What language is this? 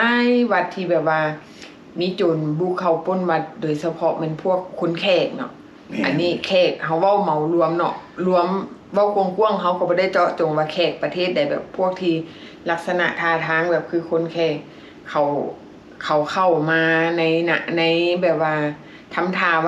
Lao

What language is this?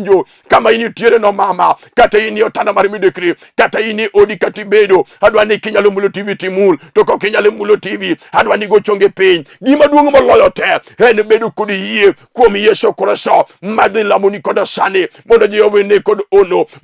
Luo (Kenya and Tanzania)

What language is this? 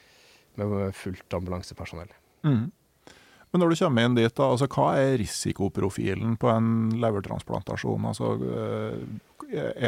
Norwegian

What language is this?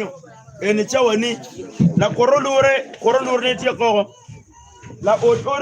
Acoli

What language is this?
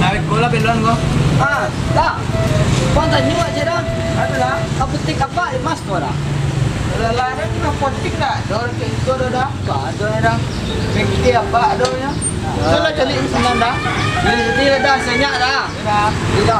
Minangkabau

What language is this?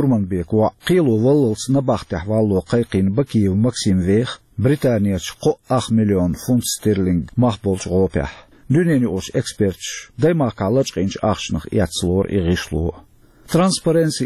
Chechen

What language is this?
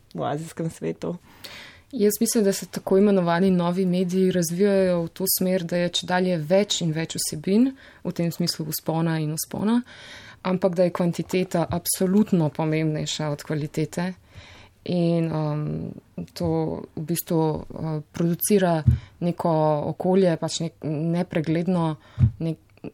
Slovenian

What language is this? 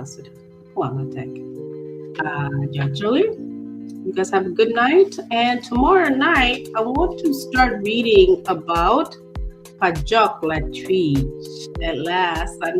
Acoli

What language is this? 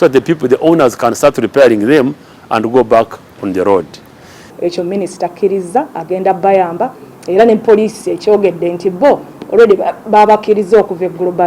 Ganda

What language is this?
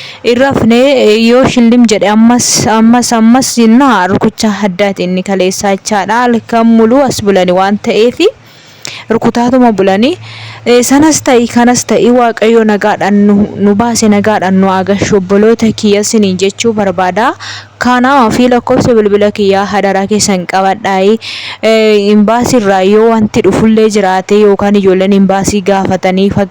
Oromo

